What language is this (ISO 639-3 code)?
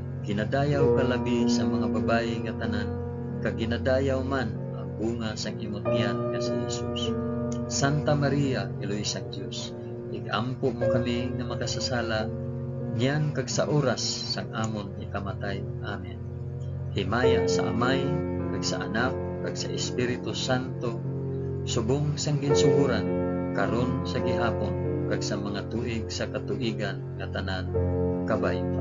hil